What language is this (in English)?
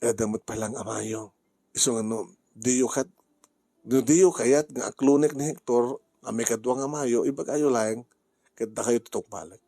Iloko